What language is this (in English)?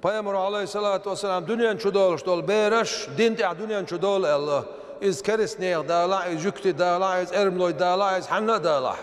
Chechen